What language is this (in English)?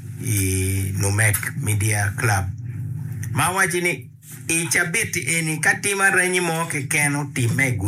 Acoli